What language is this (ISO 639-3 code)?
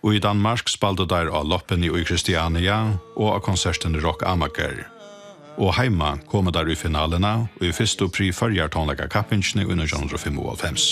fao